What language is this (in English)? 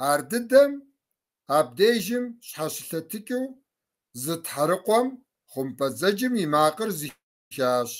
Kabardian